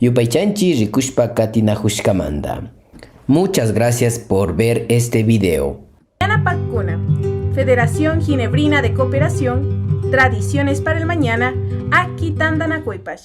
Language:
Imbabura Highland Quichua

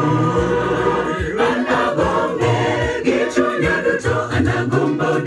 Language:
Luo (Kenya and Tanzania)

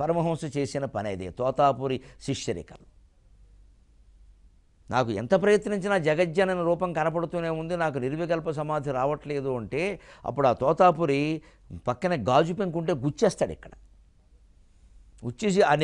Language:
Telugu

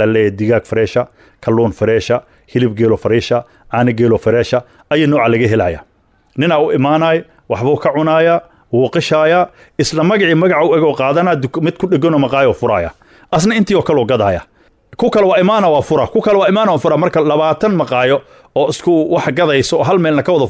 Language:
Somali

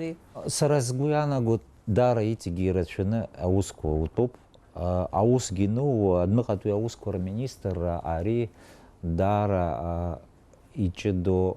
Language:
Abkhazian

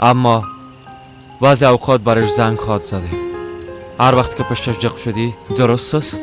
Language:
Persian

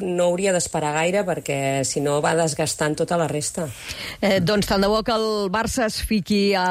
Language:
Catalan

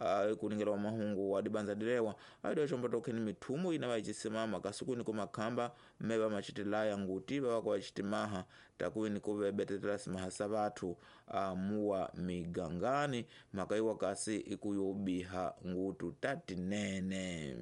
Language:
Tsonga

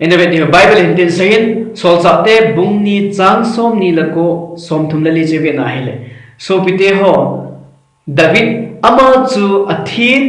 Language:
Thado Chin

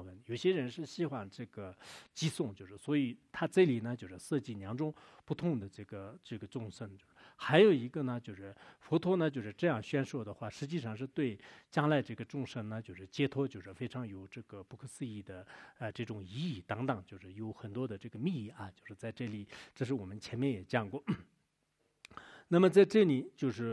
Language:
Chinese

